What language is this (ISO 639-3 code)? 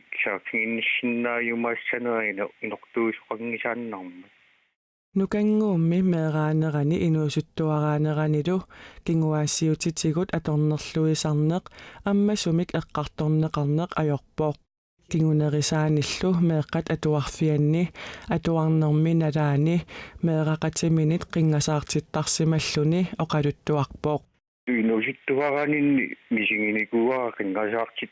kal